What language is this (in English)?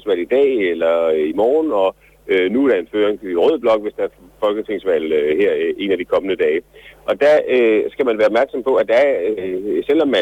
Danish